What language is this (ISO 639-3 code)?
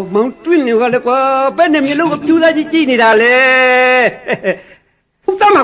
mya